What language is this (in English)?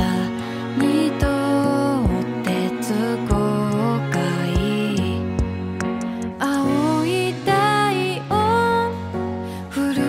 Japanese